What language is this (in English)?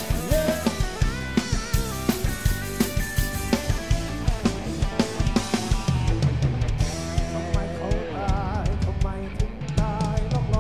Thai